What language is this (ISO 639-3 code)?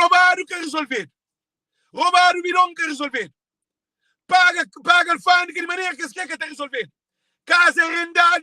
kea